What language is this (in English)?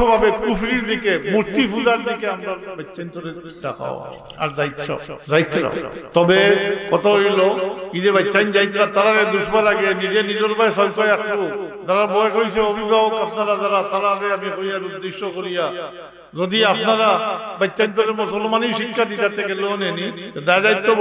Sylheti